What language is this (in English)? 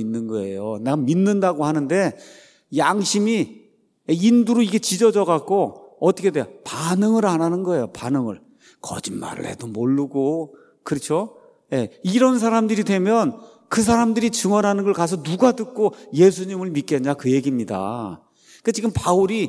Korean